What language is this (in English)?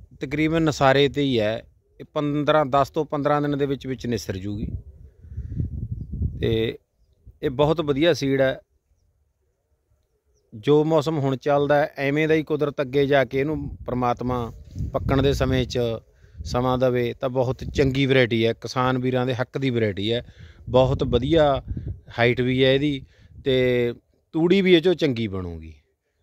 Punjabi